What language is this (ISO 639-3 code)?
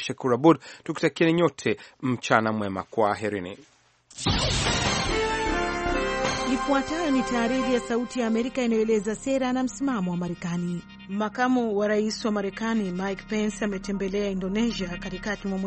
swa